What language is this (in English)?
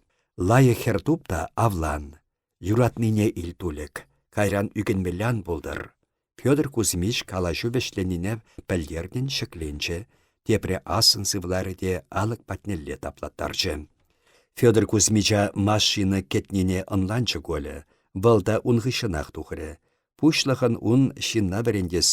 Chuvash